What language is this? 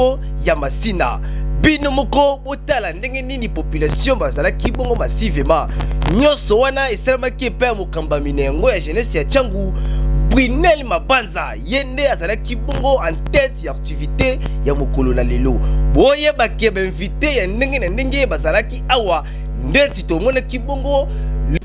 Lingala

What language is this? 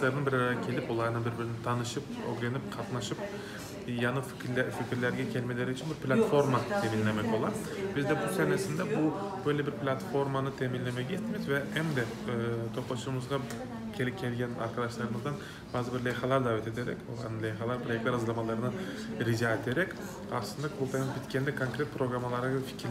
Crimean Tatar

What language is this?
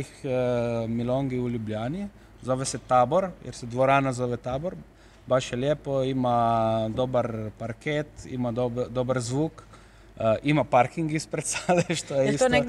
Croatian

